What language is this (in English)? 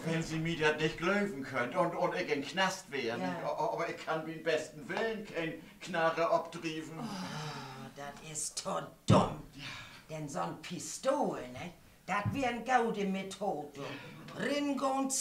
Low German